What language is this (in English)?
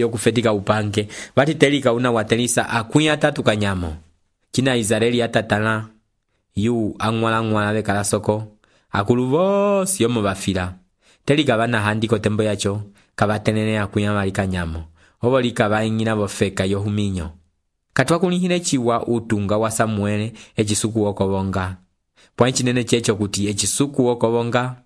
Umbundu